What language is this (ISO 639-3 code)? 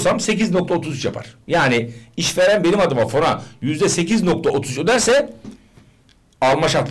tur